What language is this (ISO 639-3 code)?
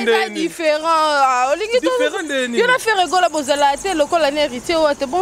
lin